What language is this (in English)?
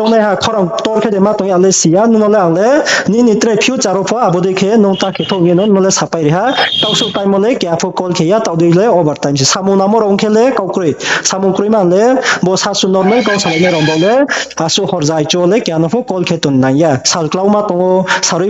Riang (India)